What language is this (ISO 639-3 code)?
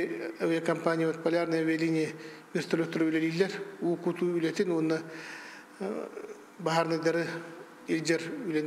sah